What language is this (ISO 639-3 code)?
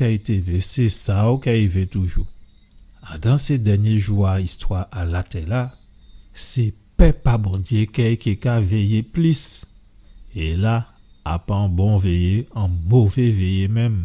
gcf